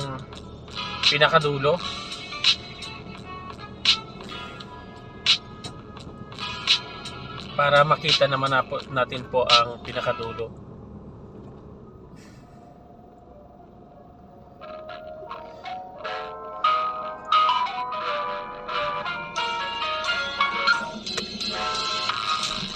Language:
Filipino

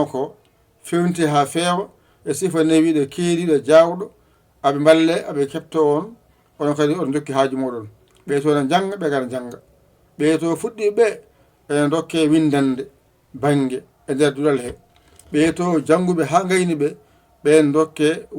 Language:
Fula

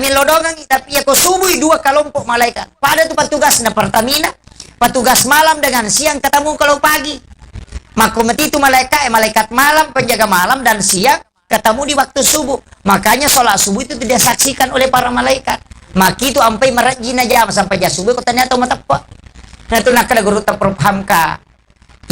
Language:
Buginese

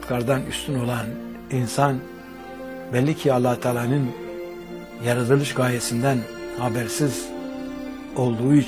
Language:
Turkish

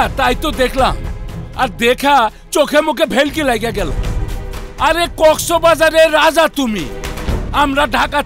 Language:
Bangla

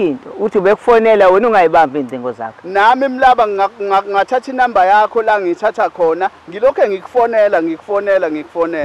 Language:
Zulu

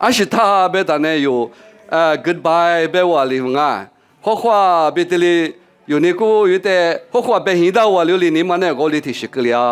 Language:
Lisu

